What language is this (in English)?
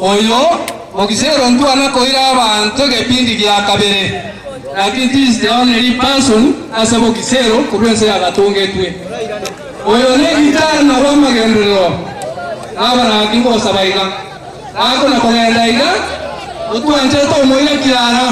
Gusii